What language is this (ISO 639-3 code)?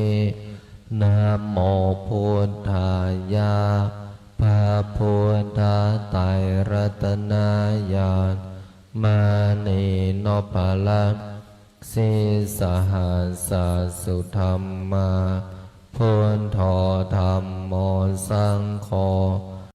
pli